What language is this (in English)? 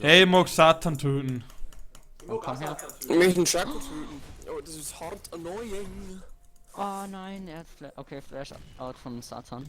Bavarian